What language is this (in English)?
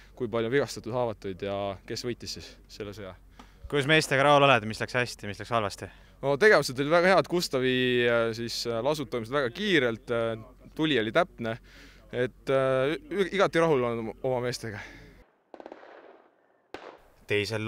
Estonian